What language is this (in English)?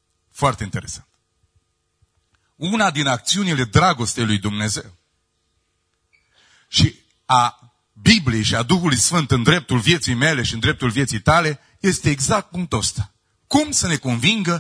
Romanian